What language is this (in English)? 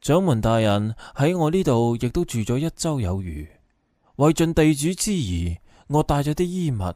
Cantonese